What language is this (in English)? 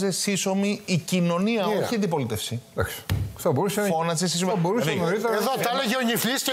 Greek